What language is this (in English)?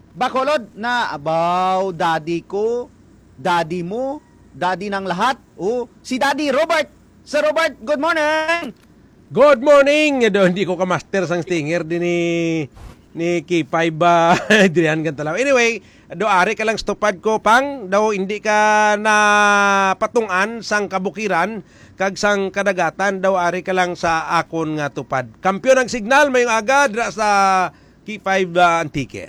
Hiligaynon